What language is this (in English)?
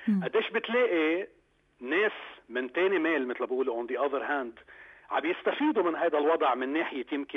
North Levantine Arabic